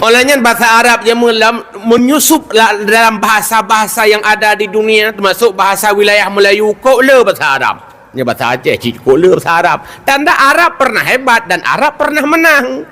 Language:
Achinese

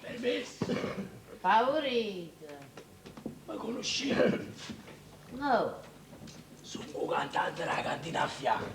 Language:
Neapolitan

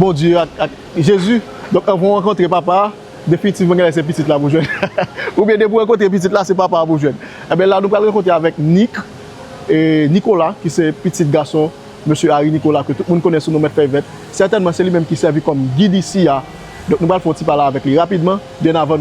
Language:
Haitian Creole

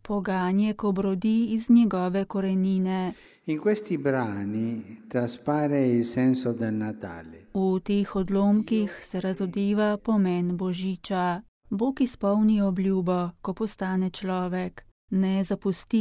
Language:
Slovenian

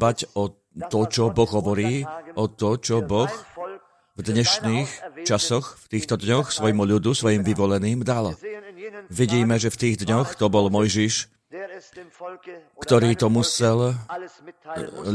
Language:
Slovak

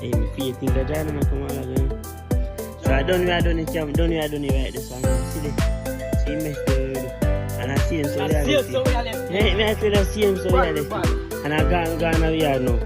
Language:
Jamaican Creole English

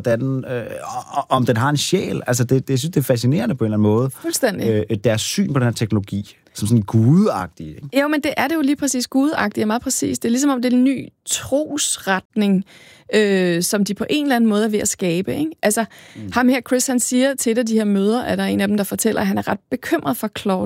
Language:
Danish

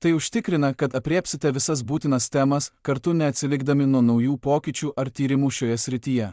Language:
Lithuanian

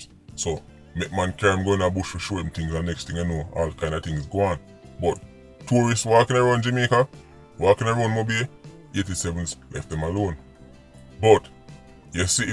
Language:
Jamaican Creole English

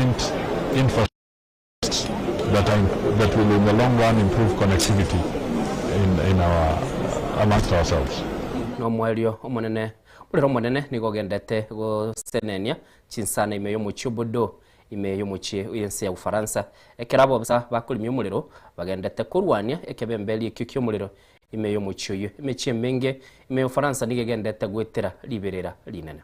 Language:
Gusii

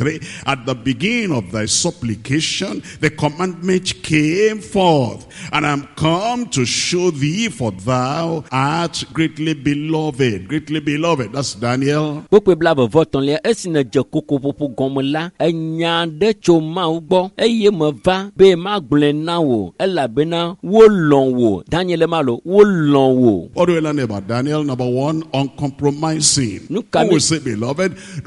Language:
Ewe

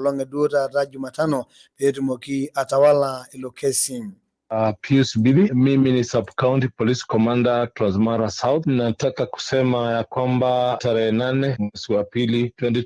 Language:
Masai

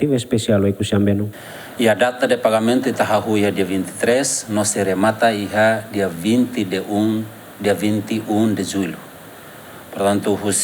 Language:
Tetum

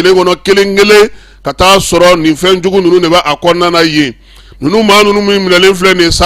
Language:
Bambara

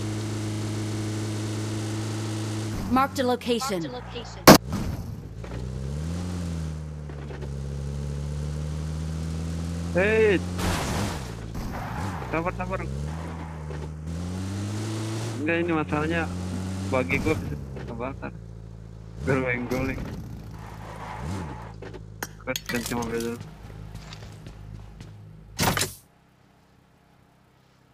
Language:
Indonesian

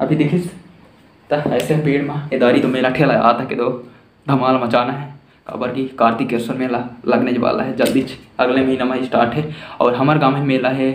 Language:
Chhattisgarhi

